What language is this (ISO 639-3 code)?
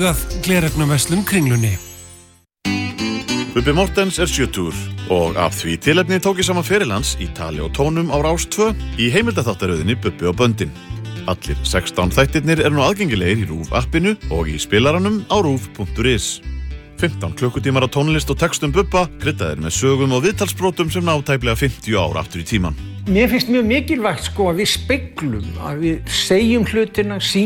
isl